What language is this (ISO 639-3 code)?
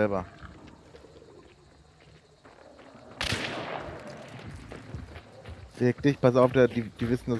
deu